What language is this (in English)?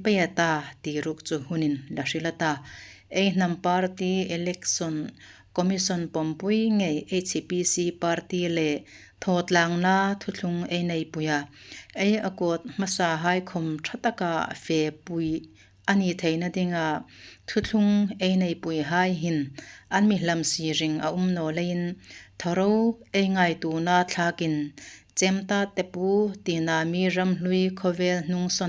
Hmar